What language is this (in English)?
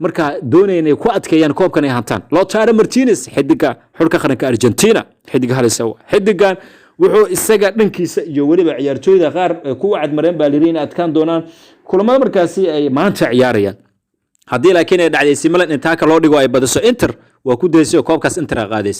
Somali